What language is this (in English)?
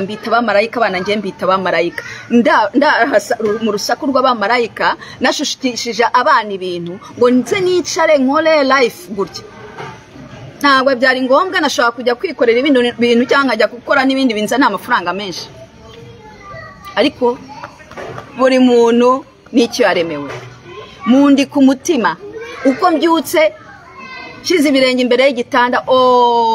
Kinyarwanda